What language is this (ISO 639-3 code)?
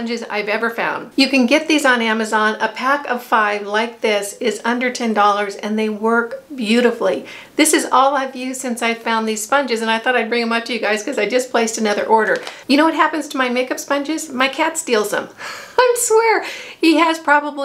eng